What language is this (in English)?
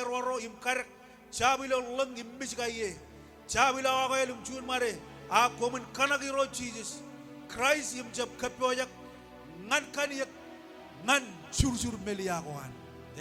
Marshallese